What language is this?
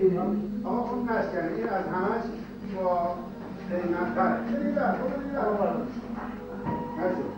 Persian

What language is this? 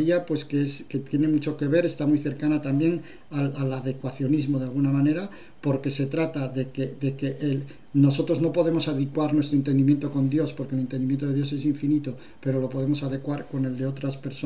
Spanish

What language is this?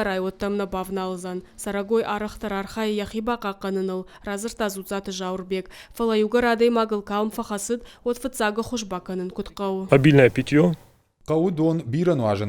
Ossetic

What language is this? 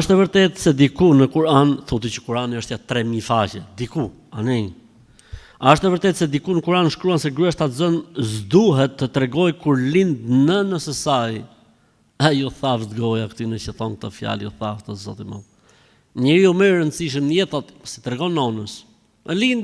Albanian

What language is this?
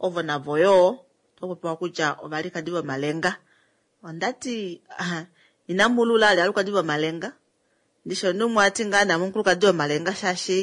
Kuanyama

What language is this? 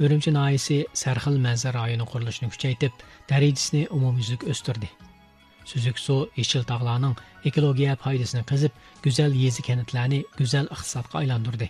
Uyghur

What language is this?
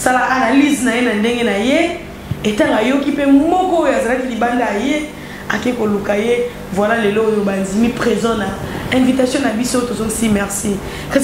Lingala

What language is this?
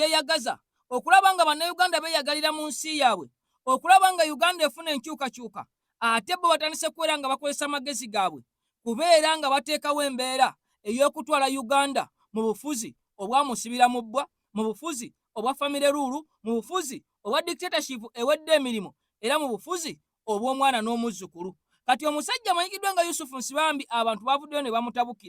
Ganda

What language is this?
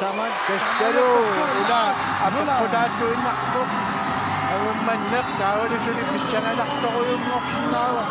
Kalaallisut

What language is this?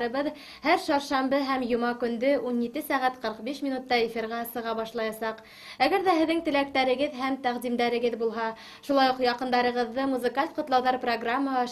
Bashkir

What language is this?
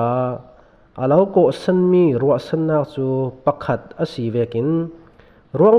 Falam Chin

